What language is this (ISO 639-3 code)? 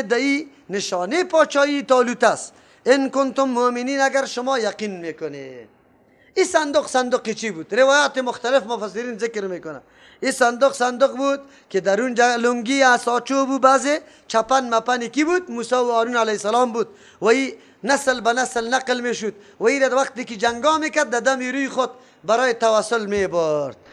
fas